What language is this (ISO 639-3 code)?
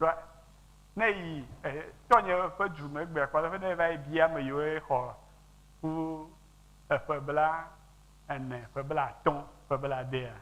ewe